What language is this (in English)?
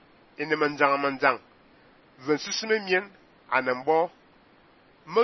Fang